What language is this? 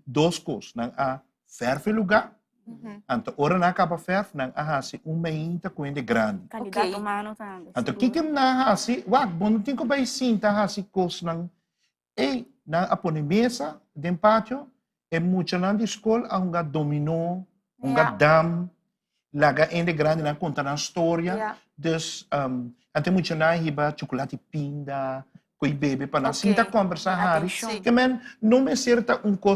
Papiamento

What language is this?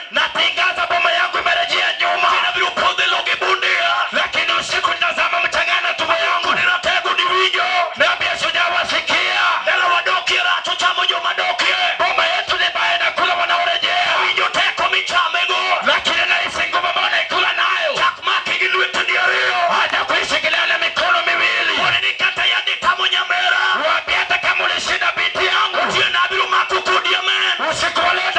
Luo (Kenya and Tanzania)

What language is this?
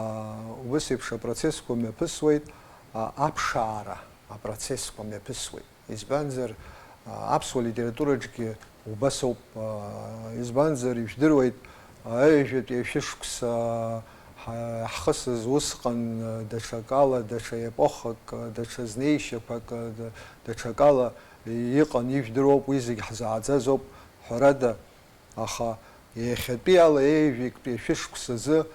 Abkhazian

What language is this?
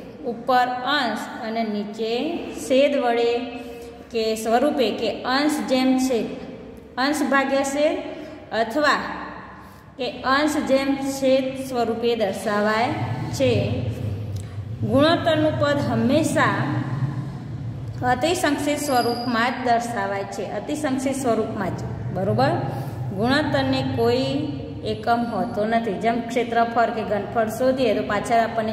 Gujarati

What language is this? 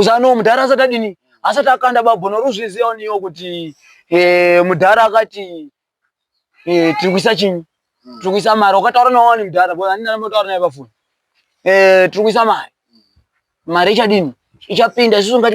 Shona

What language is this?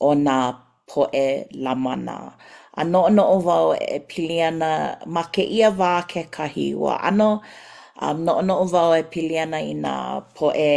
Hawaiian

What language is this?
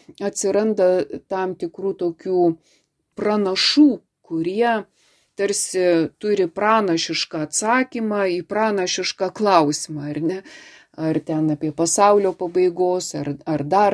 Lithuanian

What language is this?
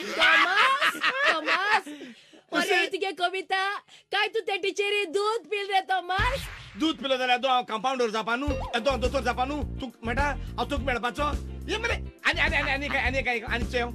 Konkani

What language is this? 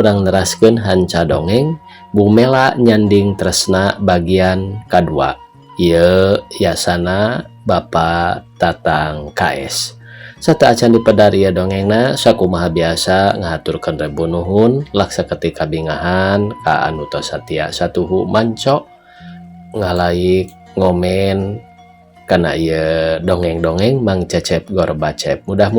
Sundanese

